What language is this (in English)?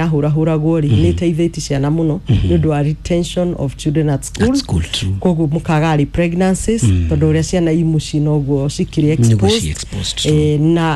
Kikuyu